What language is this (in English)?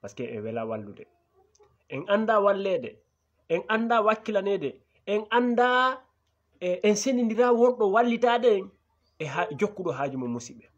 Fula